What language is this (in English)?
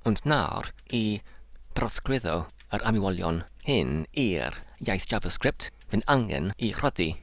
Welsh